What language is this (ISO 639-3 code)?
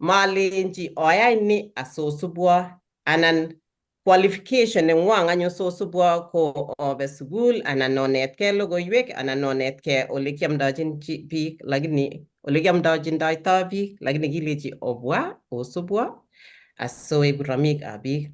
kln